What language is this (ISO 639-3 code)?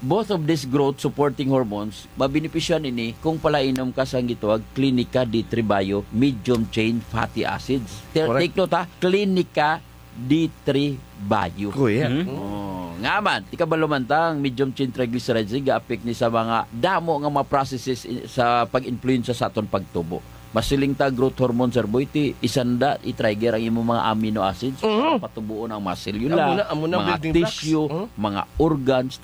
hil